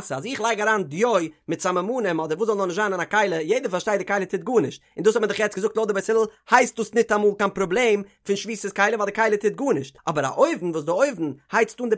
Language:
Yiddish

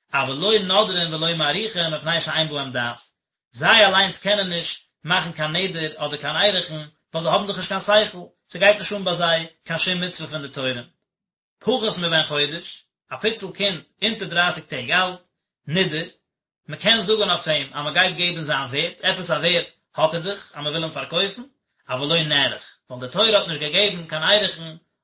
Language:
Yiddish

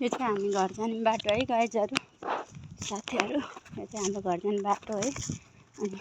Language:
Nepali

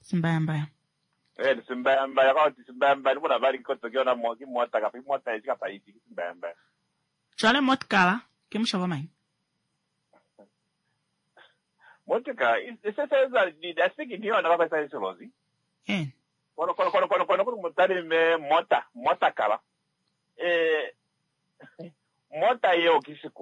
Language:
Swahili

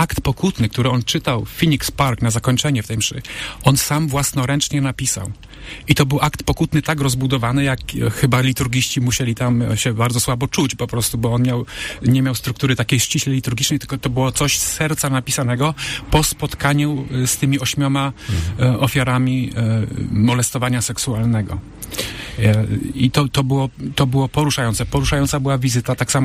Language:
Polish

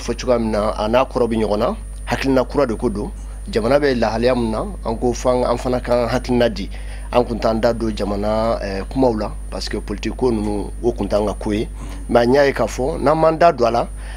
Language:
Bambara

